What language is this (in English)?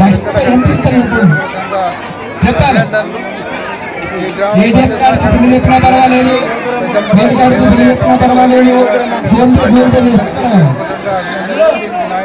Telugu